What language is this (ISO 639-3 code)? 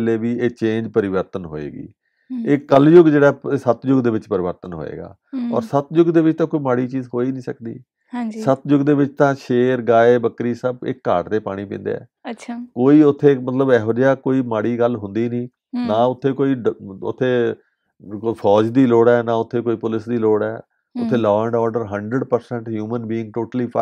pan